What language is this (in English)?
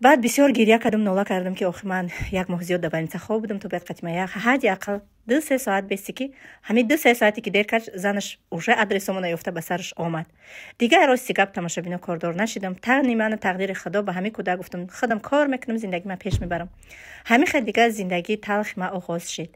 Tajik